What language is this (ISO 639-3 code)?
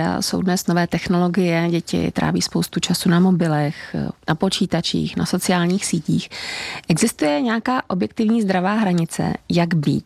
ces